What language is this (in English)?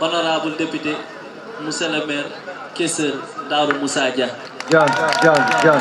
Fula